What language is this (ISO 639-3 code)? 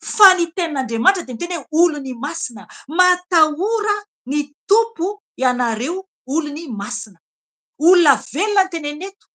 mlg